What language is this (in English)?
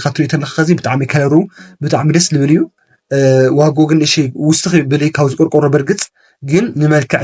Tigrinya